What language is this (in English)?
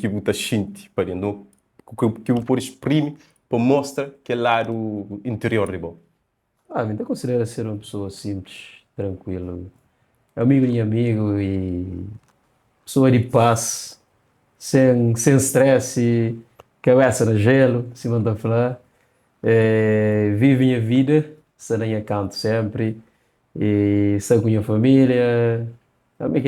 Kabuverdianu